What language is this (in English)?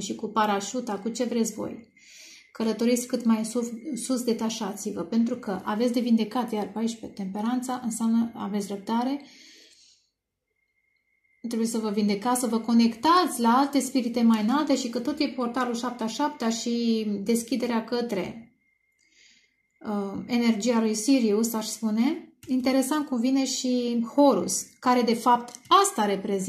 Romanian